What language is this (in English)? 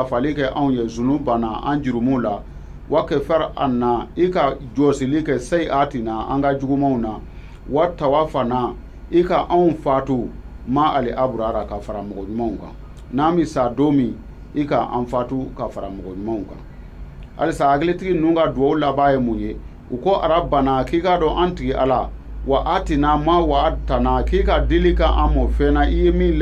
Bambara